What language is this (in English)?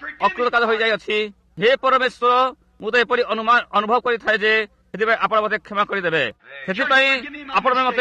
Odia